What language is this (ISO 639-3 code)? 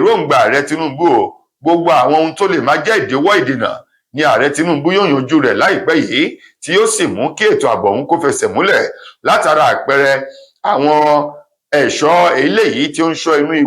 yor